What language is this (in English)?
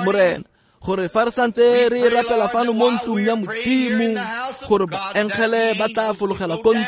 Tswana